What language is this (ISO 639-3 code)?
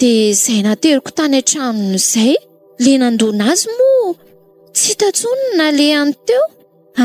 mlg